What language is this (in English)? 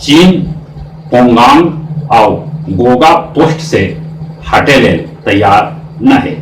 Magahi